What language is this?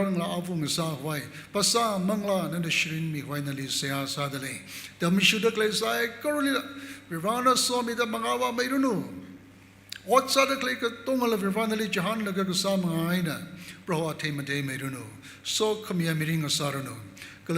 Tangkhul Naga (India)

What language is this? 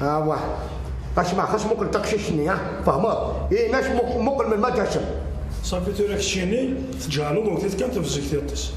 Kabyle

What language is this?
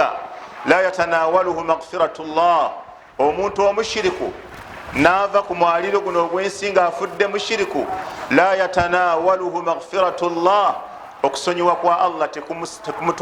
Ganda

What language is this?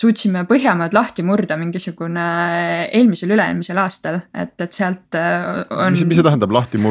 Estonian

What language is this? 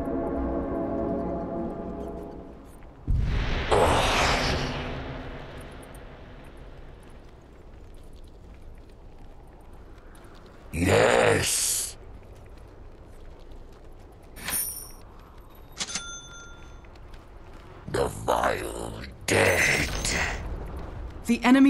English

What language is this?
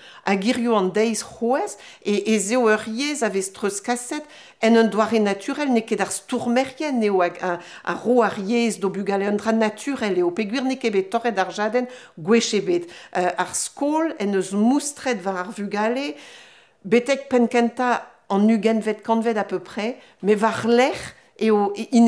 Breton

